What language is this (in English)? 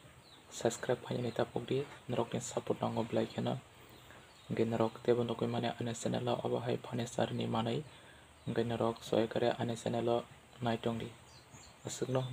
Kok Borok